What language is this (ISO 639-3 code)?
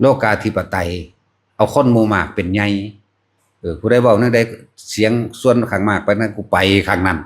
tts